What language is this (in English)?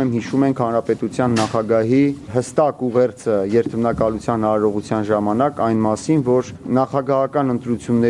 Armenian